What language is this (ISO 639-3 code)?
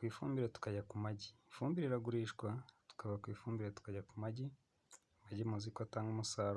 kin